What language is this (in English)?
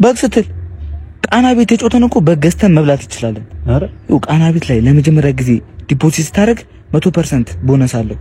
Amharic